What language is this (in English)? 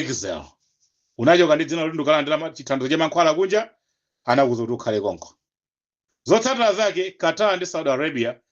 Nyanja